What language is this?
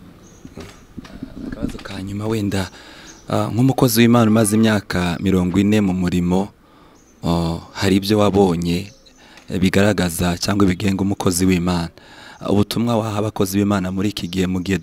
Kinyarwanda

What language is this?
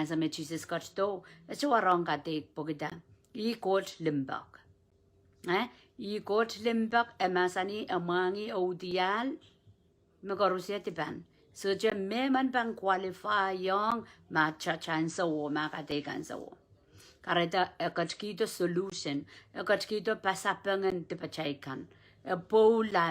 Pohnpeian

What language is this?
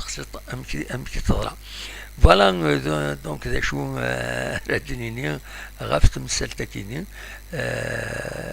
Kabyle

